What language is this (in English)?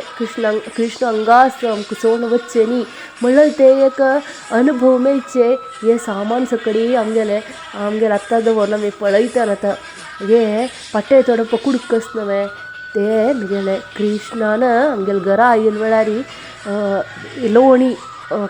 Konkani